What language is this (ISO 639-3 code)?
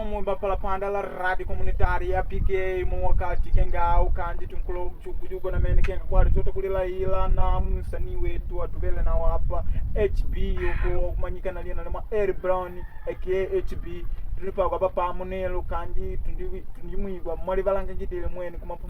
kde